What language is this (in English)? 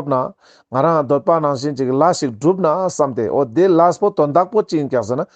Ladakhi